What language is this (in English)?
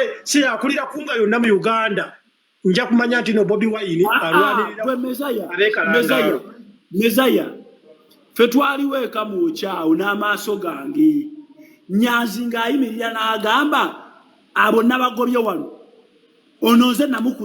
Ganda